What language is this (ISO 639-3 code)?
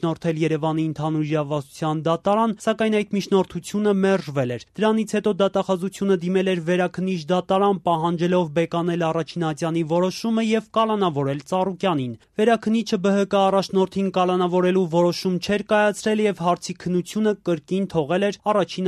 hye